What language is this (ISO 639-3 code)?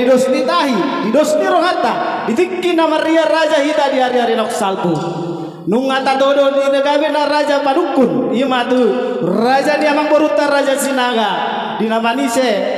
bbc